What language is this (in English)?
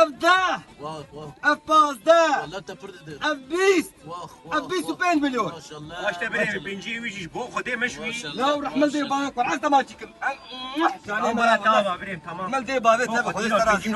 Kurdish